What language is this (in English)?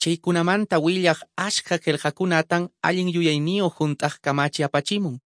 Quechua